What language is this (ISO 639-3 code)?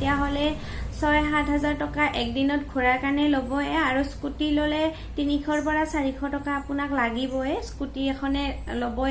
asm